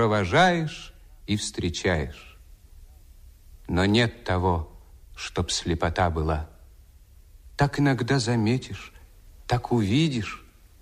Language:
Russian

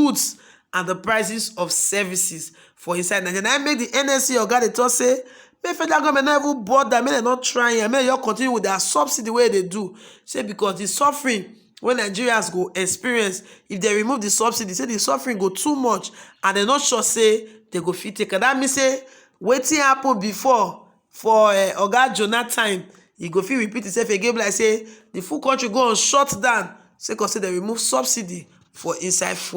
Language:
Nigerian Pidgin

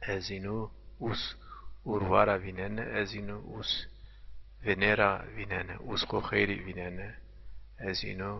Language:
Zaza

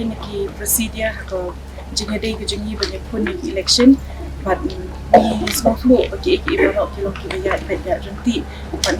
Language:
Khasi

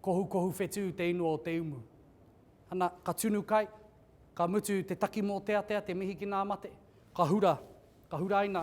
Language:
Māori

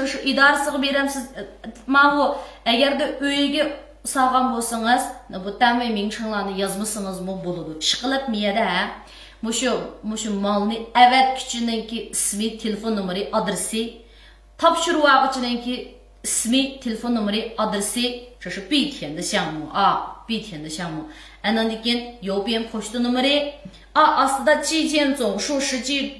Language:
Uyghur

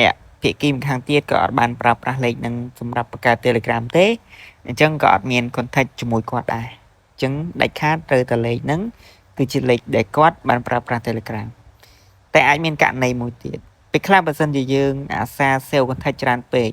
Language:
Khmer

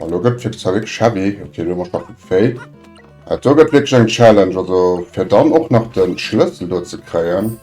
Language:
Luxembourgish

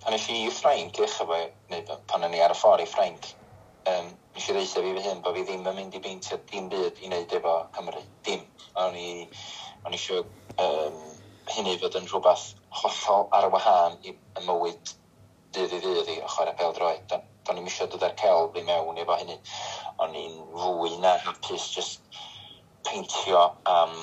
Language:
Welsh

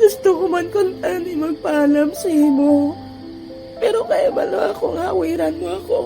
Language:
Hiligaynon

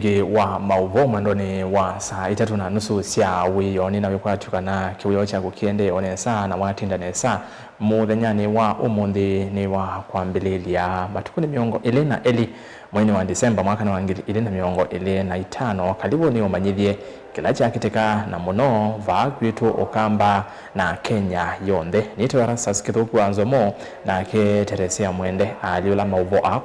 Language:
Kamba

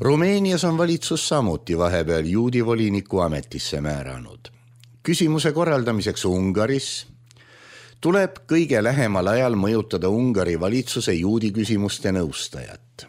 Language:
Estonian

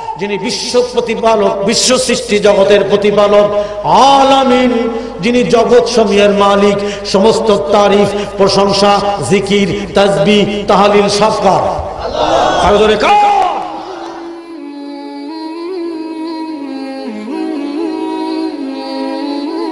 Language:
Bangla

